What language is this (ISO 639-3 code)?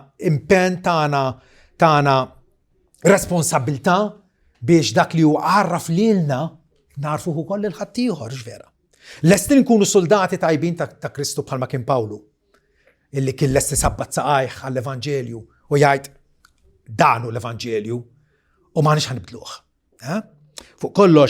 mlt